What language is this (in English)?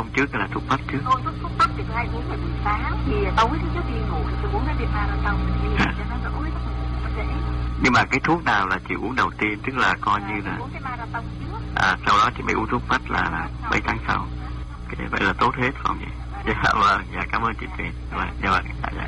Vietnamese